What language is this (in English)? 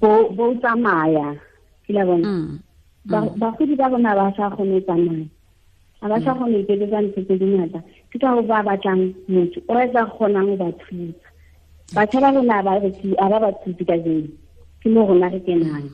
Tswana